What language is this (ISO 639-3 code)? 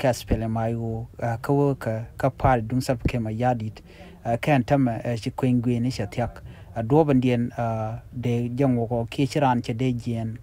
nus